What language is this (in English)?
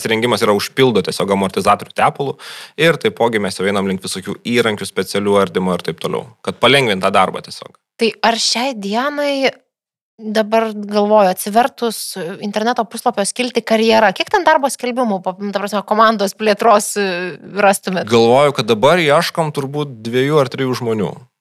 Lithuanian